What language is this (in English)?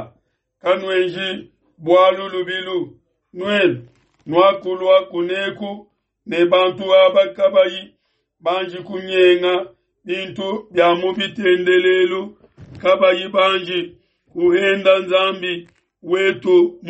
Luba-Lulua